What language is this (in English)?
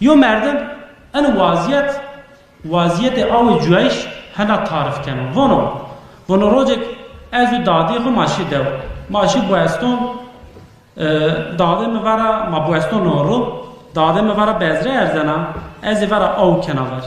Zaza